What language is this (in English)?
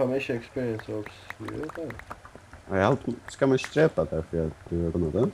Faroese